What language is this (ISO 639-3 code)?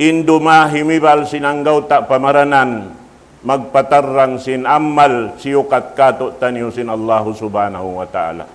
tsg